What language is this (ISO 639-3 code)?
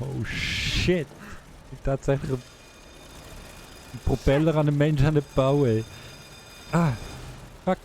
gsw